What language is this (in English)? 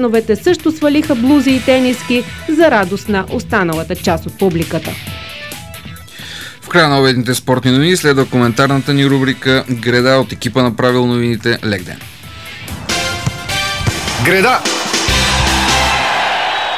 Bulgarian